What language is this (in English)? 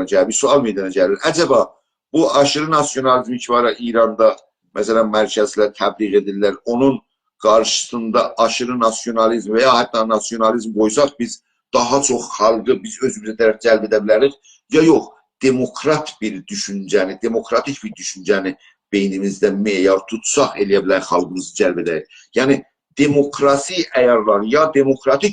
South Azerbaijani